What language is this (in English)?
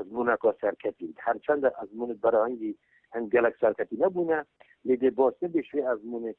Kurdish